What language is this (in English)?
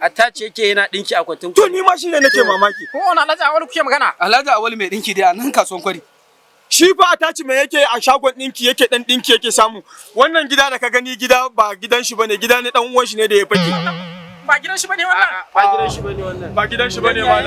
Hausa